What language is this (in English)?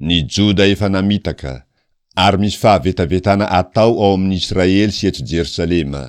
Malagasy